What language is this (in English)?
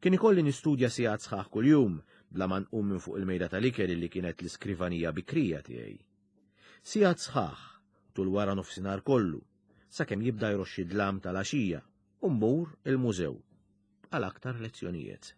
Maltese